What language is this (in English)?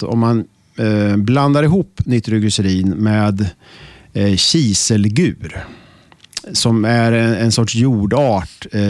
Swedish